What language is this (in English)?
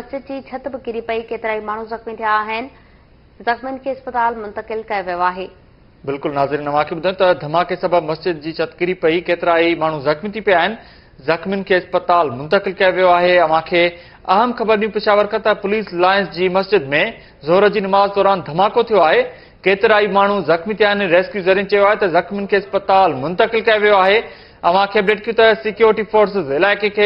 Sindhi